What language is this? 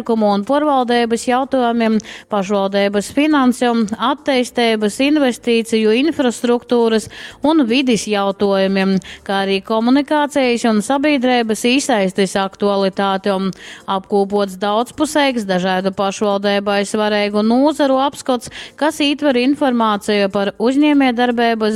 Latgalian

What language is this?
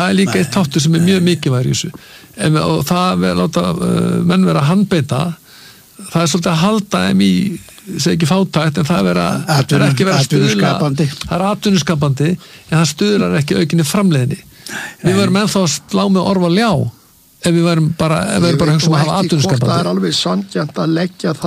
Icelandic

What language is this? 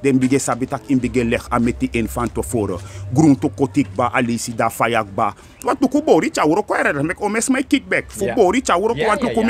Sranan Tongo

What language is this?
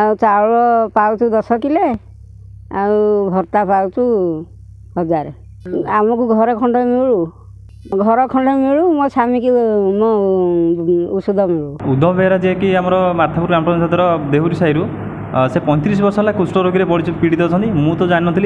Odia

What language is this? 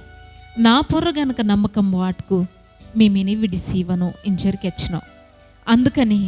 Koya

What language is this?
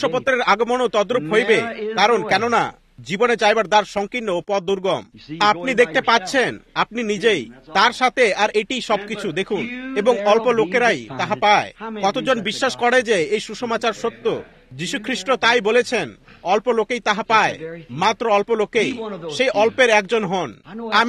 Bangla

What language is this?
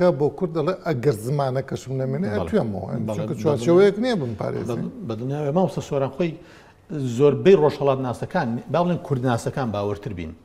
Central Kurdish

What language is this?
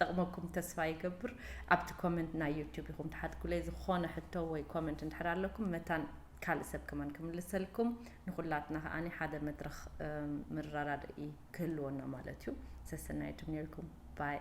Tigrinya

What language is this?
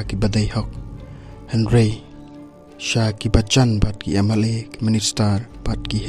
Khasi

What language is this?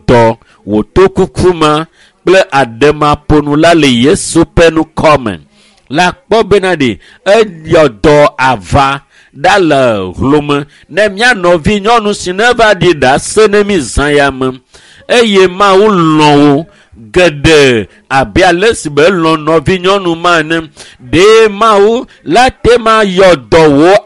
Ewe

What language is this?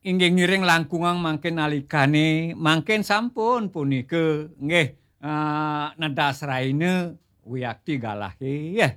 Balinese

